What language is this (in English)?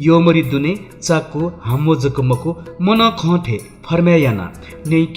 Newari